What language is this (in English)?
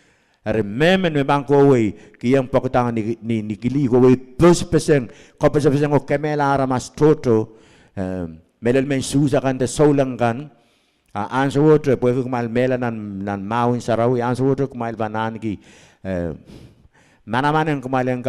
Pohnpeian